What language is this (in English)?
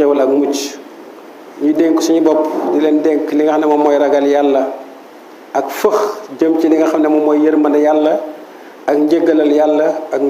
Wolof